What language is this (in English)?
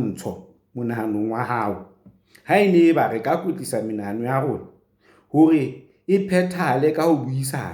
Southern Sotho